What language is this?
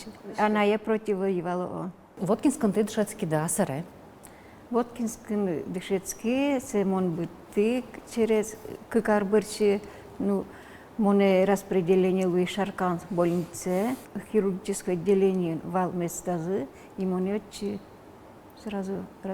Udmurt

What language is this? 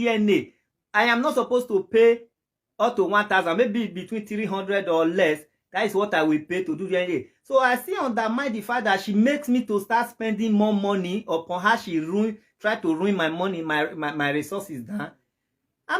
Nigerian Pidgin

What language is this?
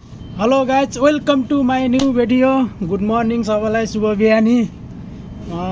Nepali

